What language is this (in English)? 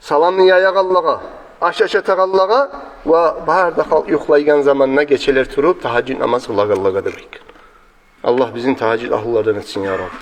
Kumyk